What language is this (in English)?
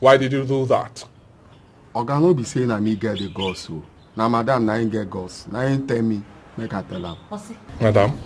Nigerian Pidgin